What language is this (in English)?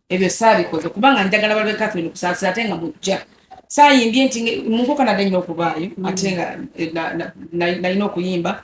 Ganda